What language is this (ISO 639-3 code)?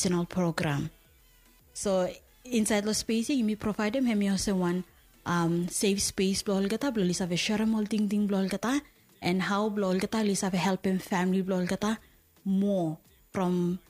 bis